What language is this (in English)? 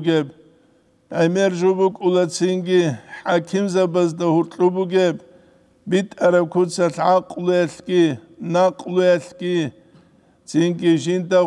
Avaric